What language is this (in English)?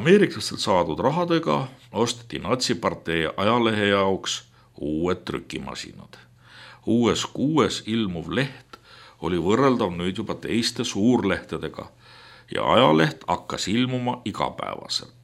Estonian